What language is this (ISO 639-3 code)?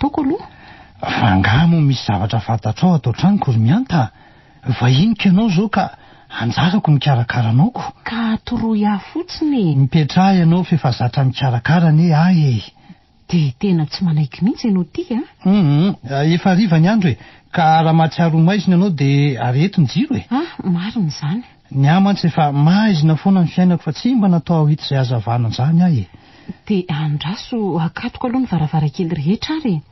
mlg